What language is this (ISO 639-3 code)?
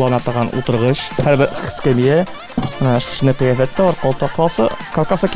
tat